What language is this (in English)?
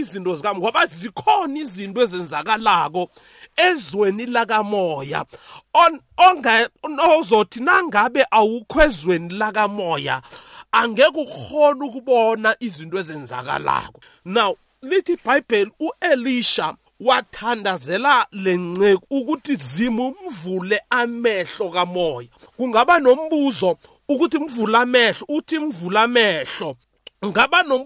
South Ndebele